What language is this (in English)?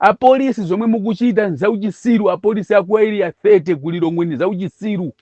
Nyanja